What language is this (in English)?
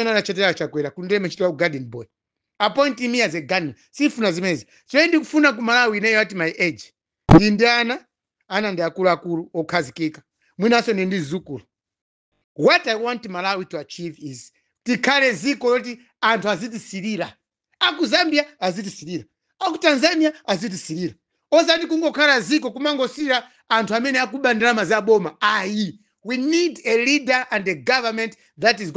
Nyanja